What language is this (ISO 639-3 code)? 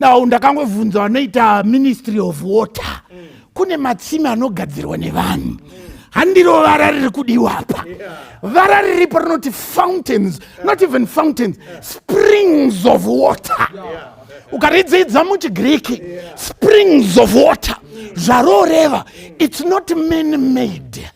sna